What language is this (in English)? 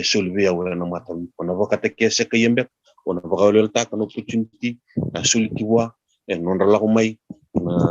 Fijian